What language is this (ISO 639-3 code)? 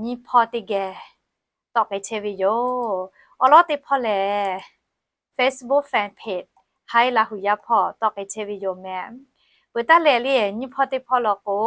lhu